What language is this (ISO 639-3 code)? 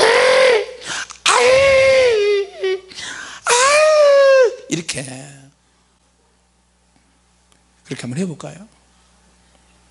kor